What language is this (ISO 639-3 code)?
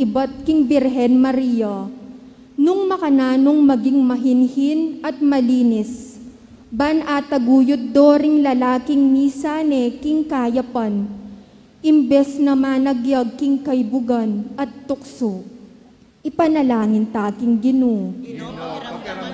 pam